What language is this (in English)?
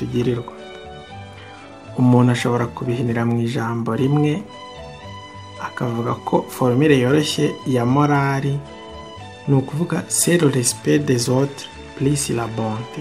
Kinyarwanda